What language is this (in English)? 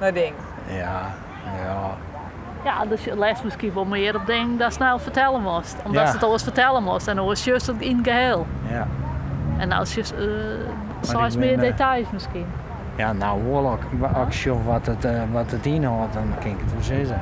Western Frisian